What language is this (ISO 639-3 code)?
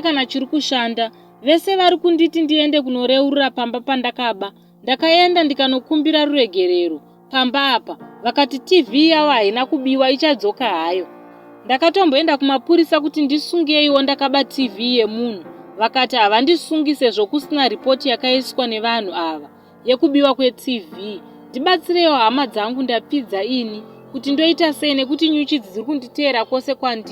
sna